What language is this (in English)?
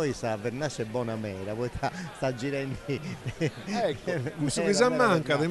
Sardinian